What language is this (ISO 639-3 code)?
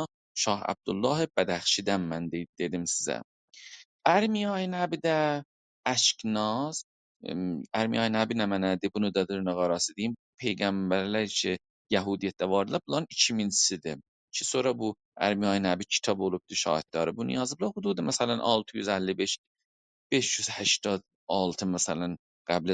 azb